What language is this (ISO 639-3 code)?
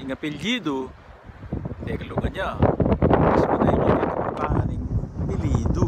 pam